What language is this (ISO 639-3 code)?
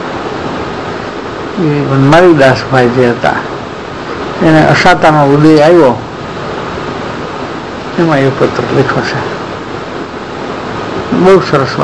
guj